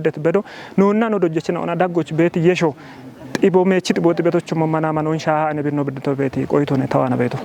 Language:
Kafa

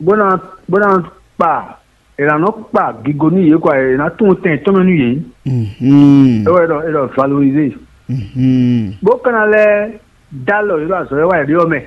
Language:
Fon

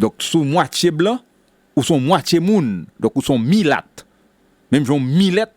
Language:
Haitian Creole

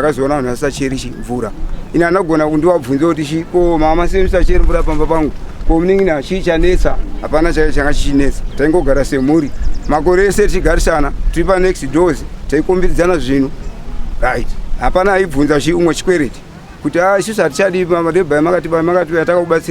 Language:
Shona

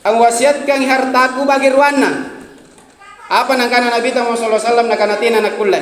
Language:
Makasar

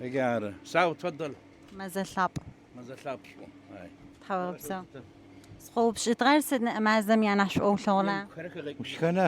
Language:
Adyghe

